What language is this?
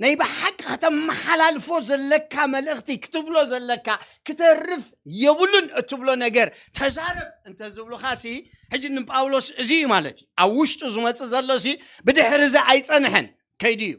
Tigrinya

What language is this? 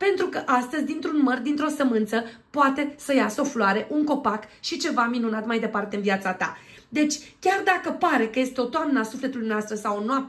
Romanian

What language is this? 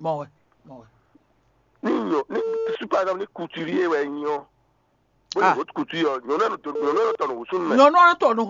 Fon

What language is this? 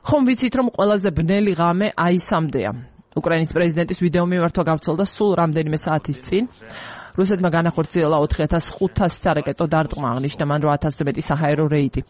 Georgian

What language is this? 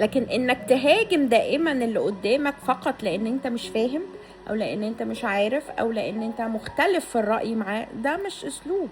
Egyptian Arabic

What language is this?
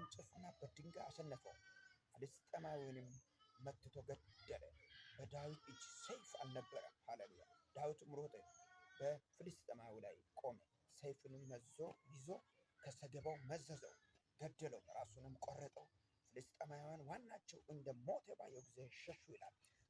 Amharic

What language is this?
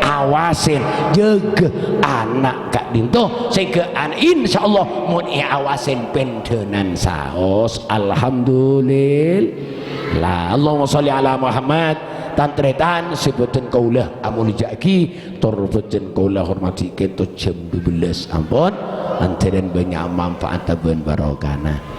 Madurese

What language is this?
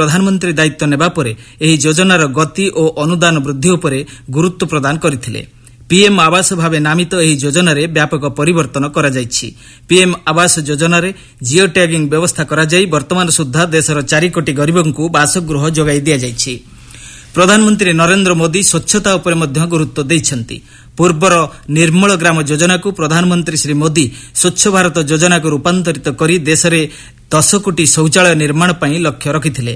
Odia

